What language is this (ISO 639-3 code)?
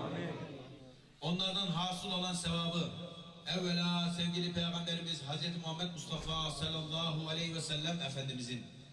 tur